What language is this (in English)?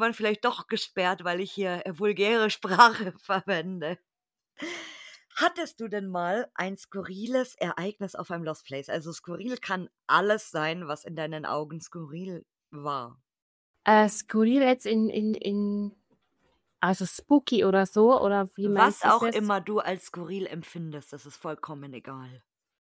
German